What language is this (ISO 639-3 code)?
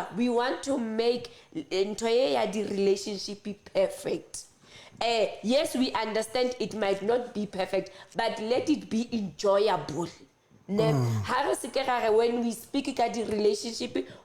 sot